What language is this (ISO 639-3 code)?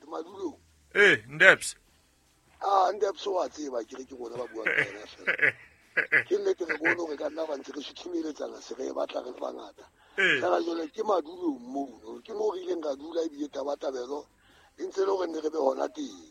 sot